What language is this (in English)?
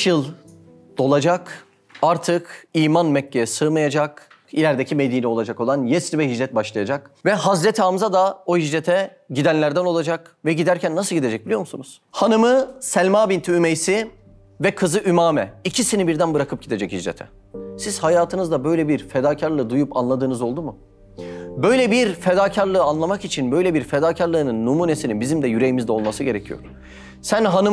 Turkish